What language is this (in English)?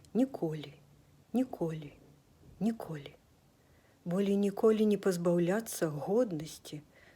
Belarusian